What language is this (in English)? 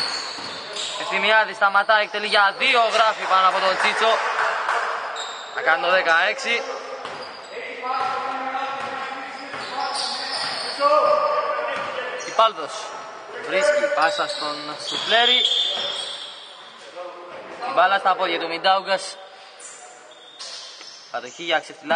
Greek